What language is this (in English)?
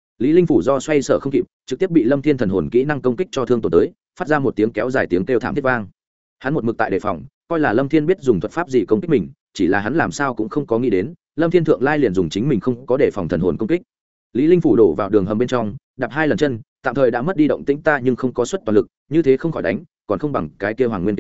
Vietnamese